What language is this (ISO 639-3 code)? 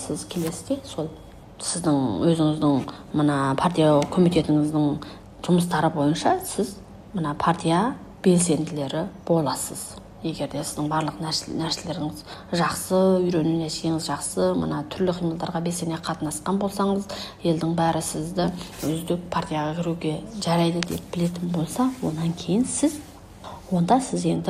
kaz